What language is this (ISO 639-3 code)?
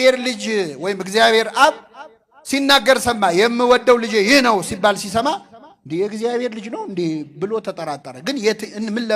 amh